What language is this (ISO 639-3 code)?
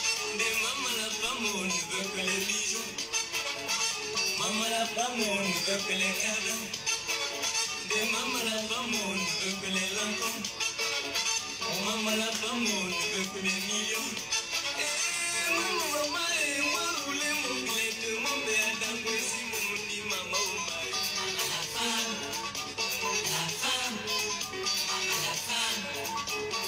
fra